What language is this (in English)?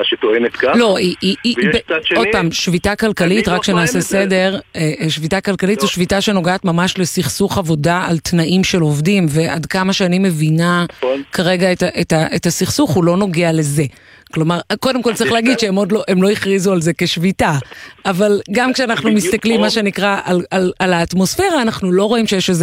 Hebrew